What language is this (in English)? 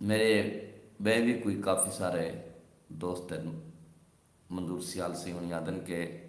Saraiki